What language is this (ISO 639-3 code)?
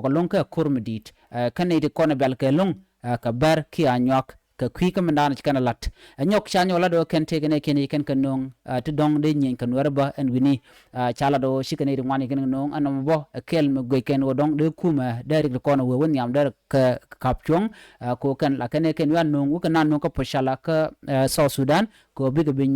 nus